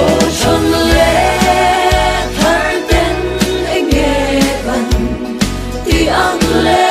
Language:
Mizo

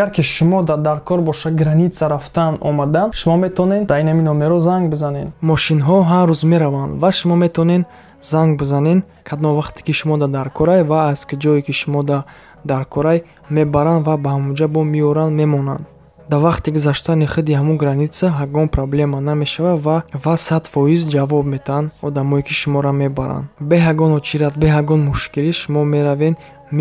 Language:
Tajik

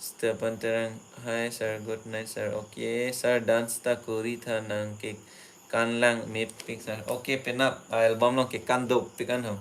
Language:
Karbi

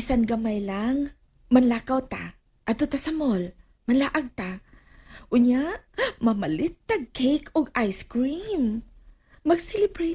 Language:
Cebuano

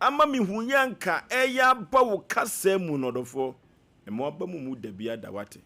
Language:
Akan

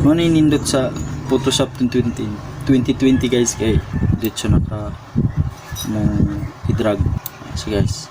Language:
Cebuano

